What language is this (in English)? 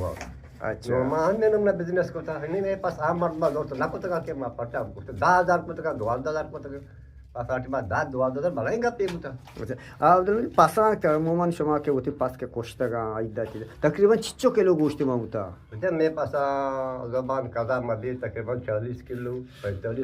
Eastern Balochi